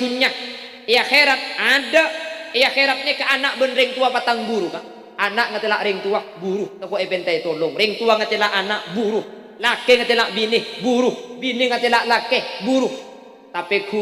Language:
Madurese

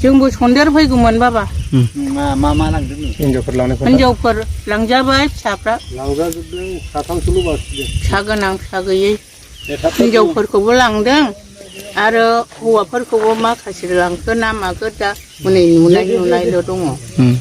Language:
Bodo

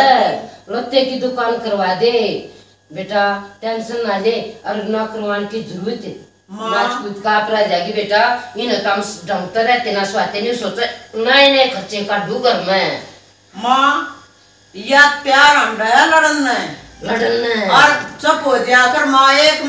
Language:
Haryanvi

